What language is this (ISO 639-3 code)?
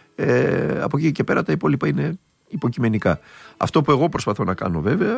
ell